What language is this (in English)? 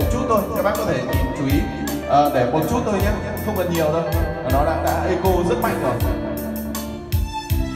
Vietnamese